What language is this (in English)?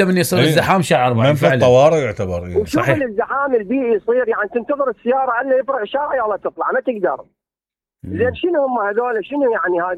Mesopotamian Arabic